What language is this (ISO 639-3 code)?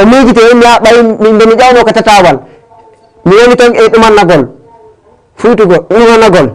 ful